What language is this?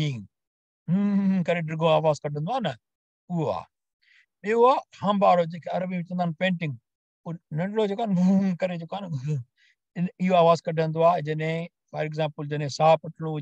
Sindhi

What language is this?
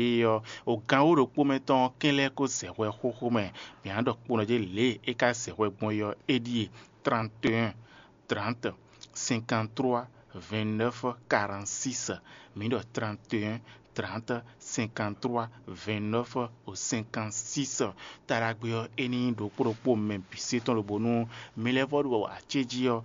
Fon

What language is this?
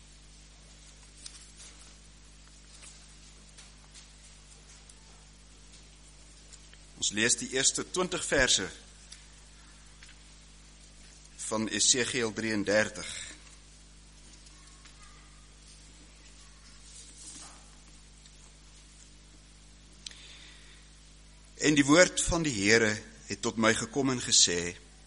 Afrikaans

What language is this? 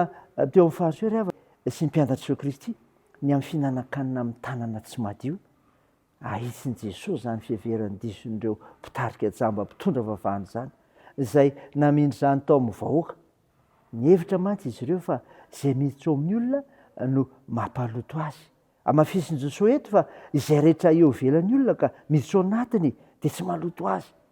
Malagasy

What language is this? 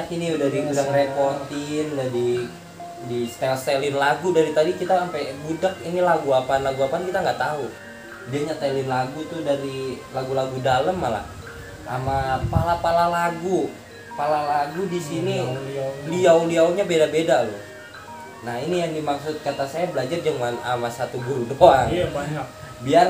Betawi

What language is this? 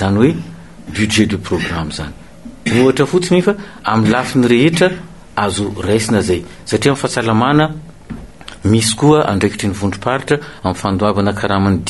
Malagasy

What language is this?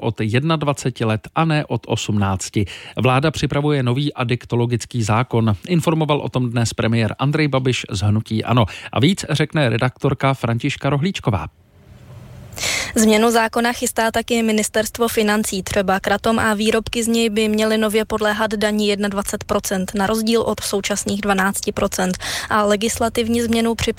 Czech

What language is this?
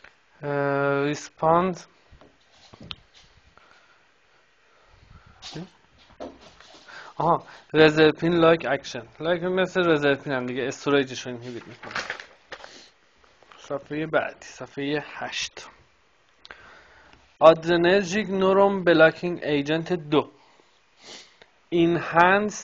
Persian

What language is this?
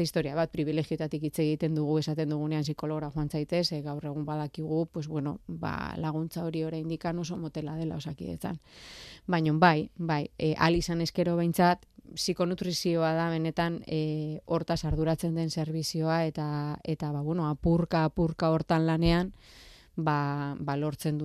Basque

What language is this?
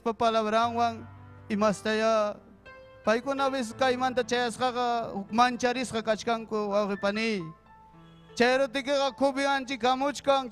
Ayacucho Quechua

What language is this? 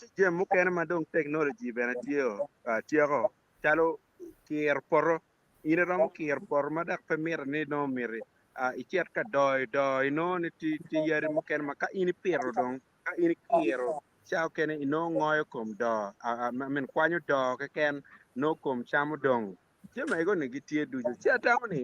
Acoli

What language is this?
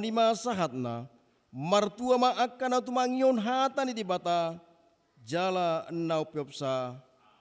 Batak Toba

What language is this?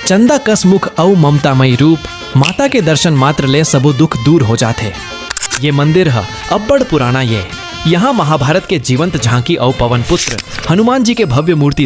Chhattisgarhi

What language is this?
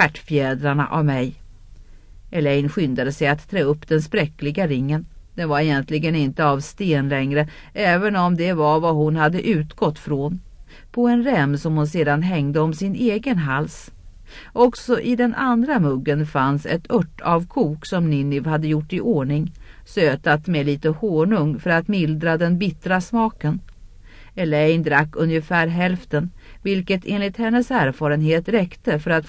Swedish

